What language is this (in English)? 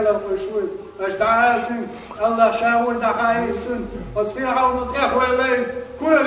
Chechen